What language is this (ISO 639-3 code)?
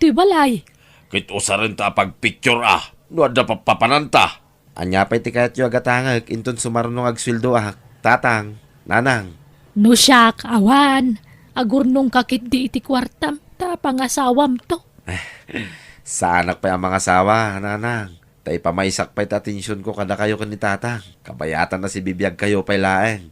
ilo